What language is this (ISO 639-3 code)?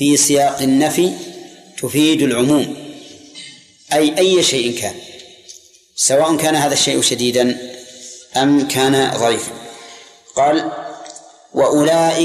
ara